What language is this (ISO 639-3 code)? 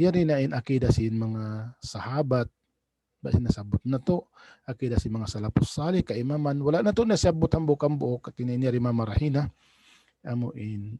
tsg